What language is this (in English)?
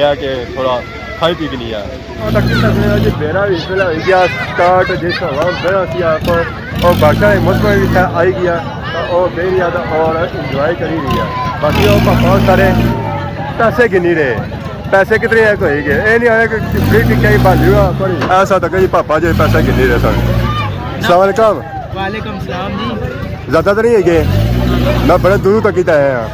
Pahari-Potwari